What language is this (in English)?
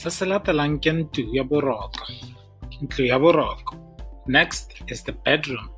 Tswana